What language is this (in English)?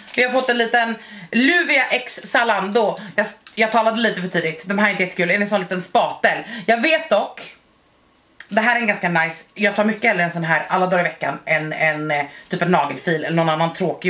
Swedish